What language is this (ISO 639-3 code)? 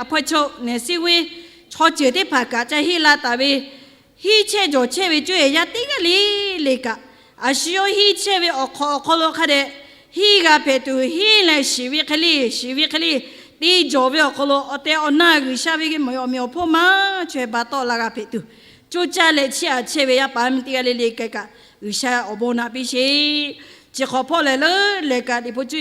lhu